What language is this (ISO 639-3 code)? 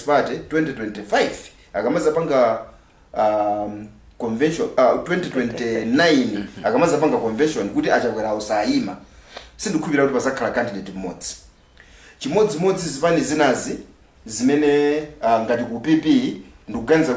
nya